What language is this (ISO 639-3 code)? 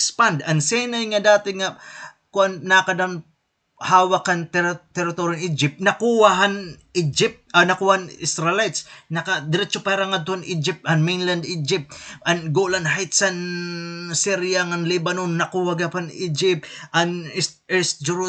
war